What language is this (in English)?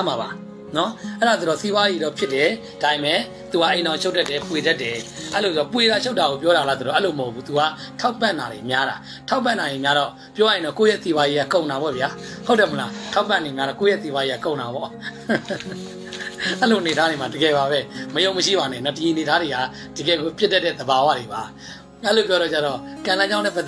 Burmese